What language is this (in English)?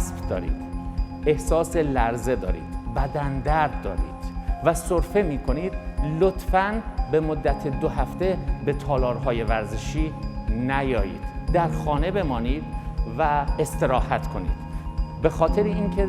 Persian